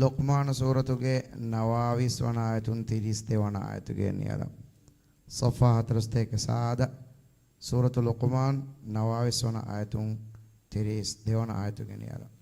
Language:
Divehi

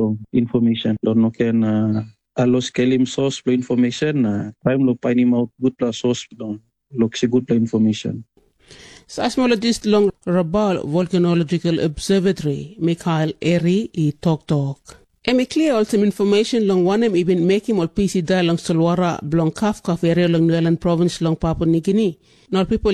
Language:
Tok Pisin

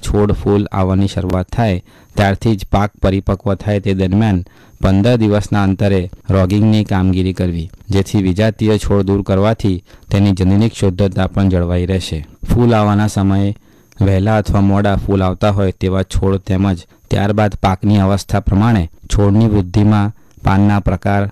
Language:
Gujarati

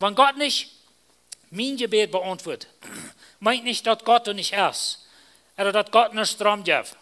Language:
Plautdietsch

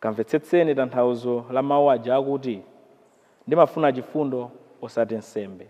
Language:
Nyanja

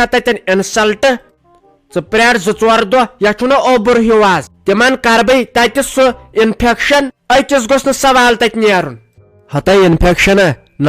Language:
Kashmiri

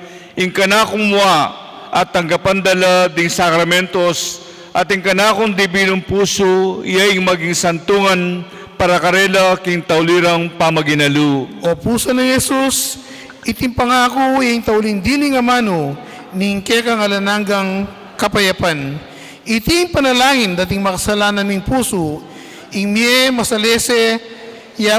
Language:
Pampanga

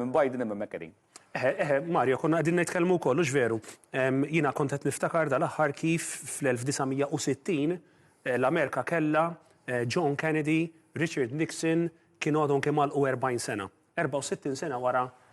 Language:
Maltese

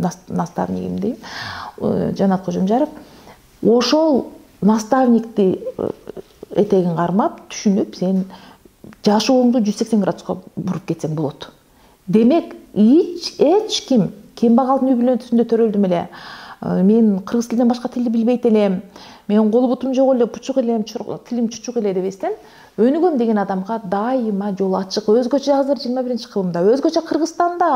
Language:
Kyrgyz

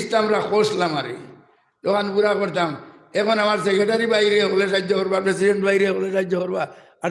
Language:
Sylheti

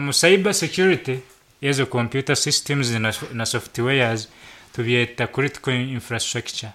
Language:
Nyankole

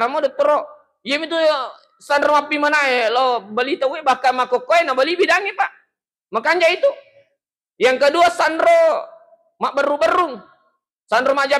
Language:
Buginese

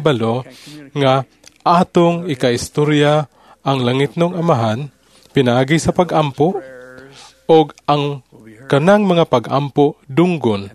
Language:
Cebuano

